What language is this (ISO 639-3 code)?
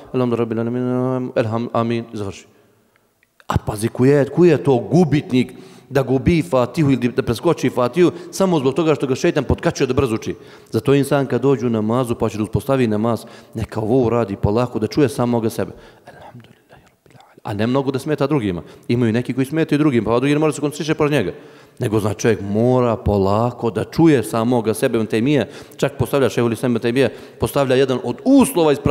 bos